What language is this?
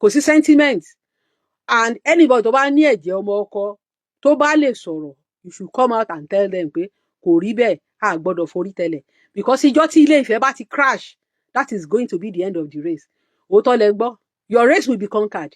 Yoruba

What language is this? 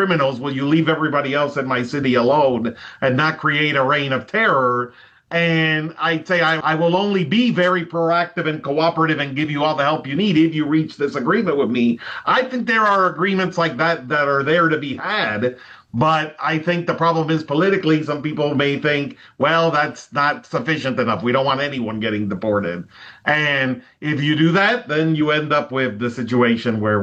English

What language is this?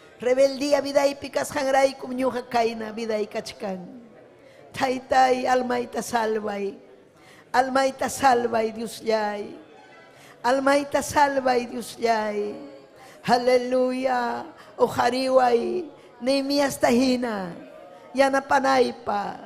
Ayacucho Quechua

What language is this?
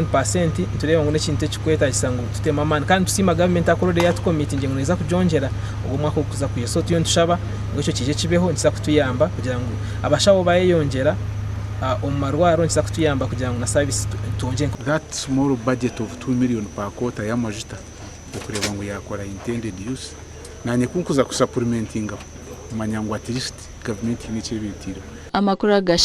Nyankole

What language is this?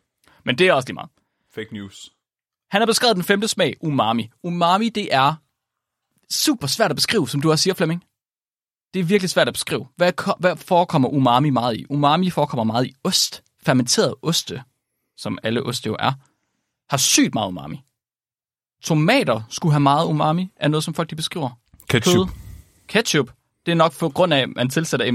Danish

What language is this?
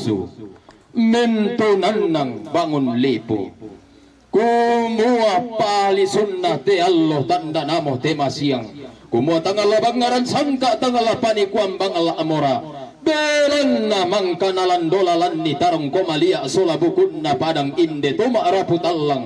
Toraja-Sa'dan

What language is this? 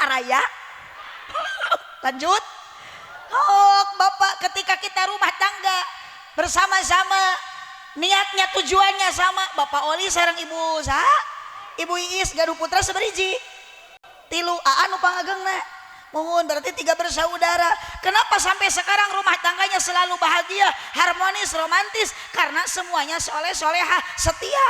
Sundanese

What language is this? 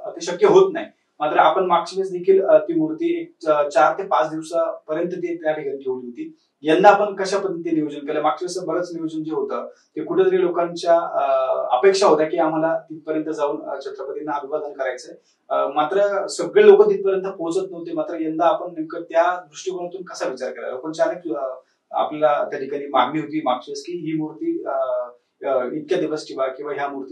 Marathi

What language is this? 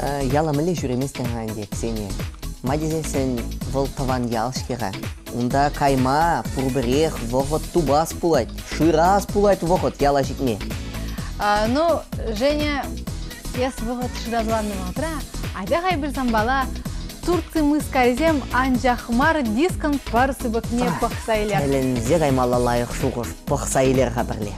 Chuvash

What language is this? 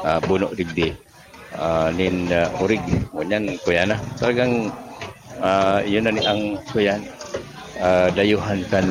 Bikol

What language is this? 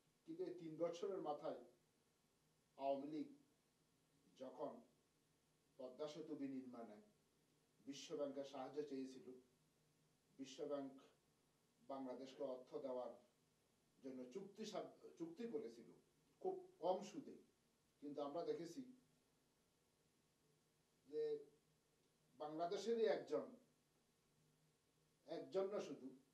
Bangla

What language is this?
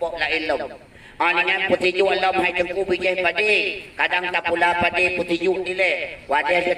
Achinese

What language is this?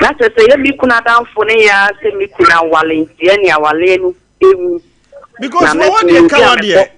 Akan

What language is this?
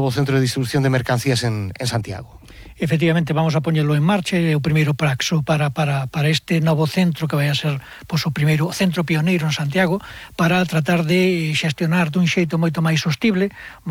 Galician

